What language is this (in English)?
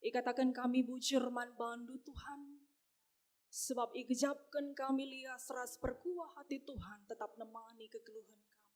Batak Karo